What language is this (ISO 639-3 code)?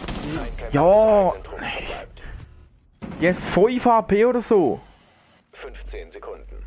gsw